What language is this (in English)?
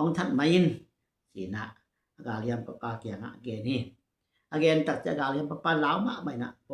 Tedim Chin